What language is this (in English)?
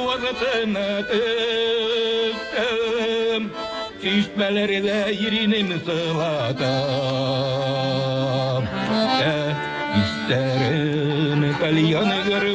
Bashkir